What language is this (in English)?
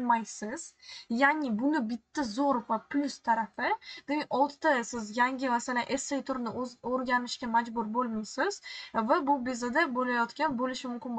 Uzbek